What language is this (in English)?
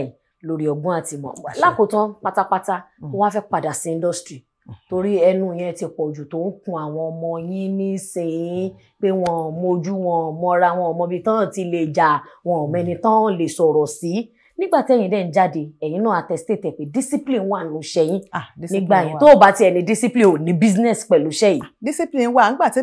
Yoruba